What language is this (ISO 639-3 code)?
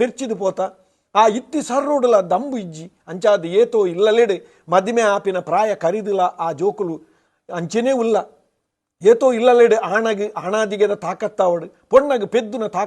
tcy